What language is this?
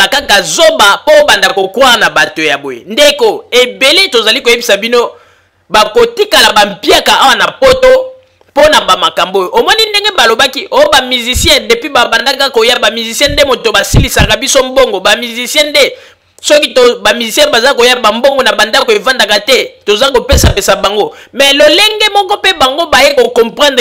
Lingala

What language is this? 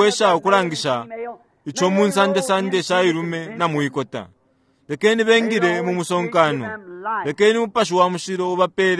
Bemba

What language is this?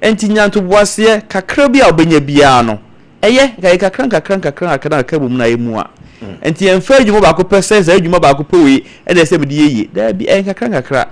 Akan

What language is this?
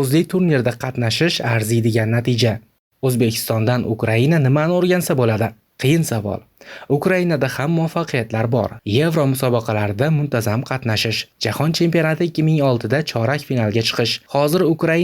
Uzbek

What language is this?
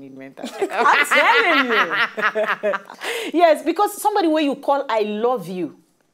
Nigerian Pidgin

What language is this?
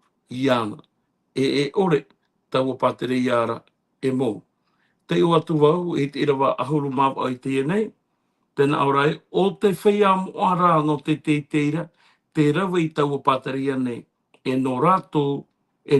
Tahitian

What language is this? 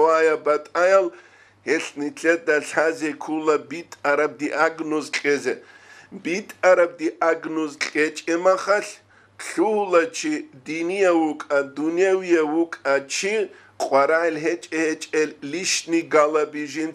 Avaric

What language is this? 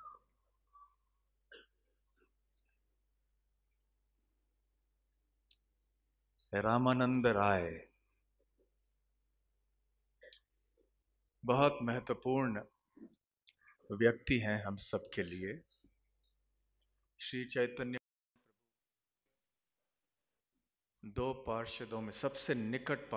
Hindi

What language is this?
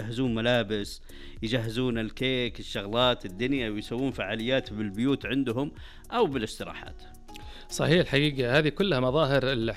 Najdi Arabic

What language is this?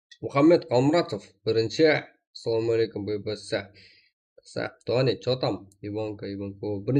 Kara-Kalpak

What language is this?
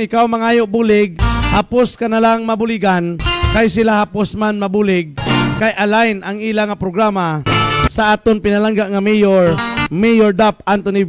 Hiligaynon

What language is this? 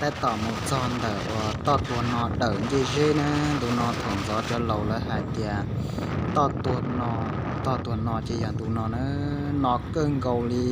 Hmong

